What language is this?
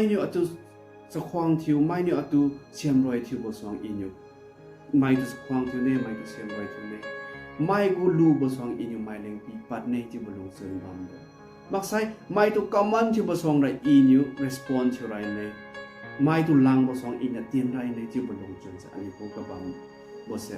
Liangmai Naga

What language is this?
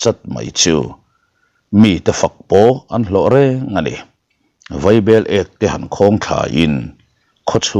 Mizo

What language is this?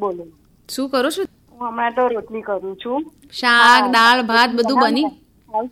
Gujarati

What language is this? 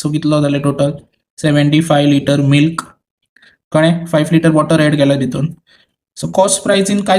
Konkani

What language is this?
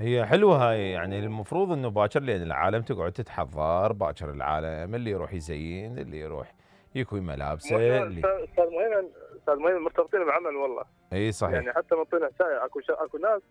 Mesopotamian Arabic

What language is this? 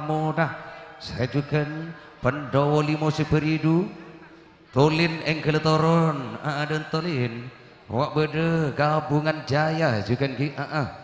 Madurese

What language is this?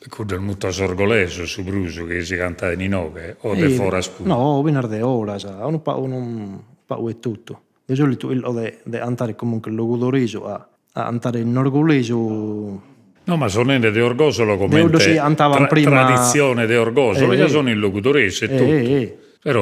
Sardinian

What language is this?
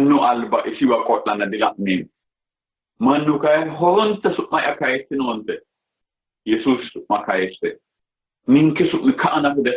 Sidamo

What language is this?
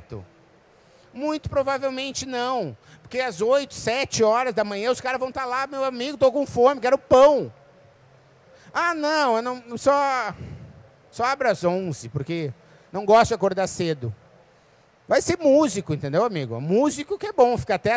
Portuguese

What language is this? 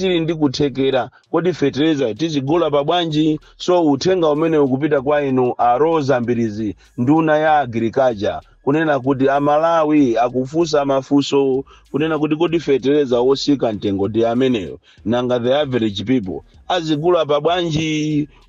Nyanja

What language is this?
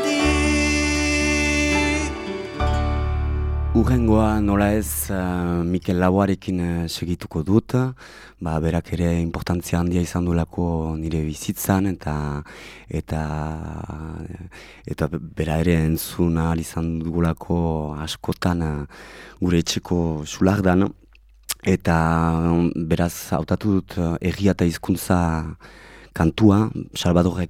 Basque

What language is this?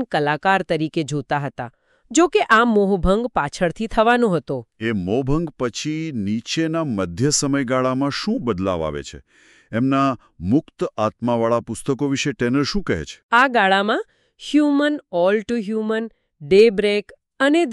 Gujarati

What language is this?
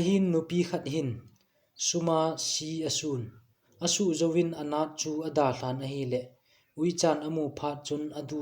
Thado Chin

